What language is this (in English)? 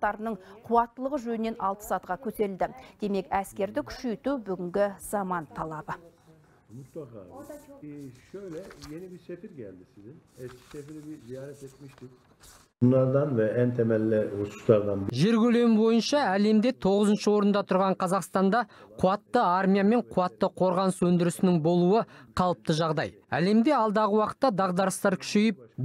Kazakh